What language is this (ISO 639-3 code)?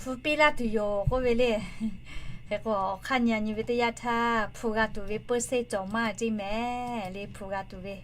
lhu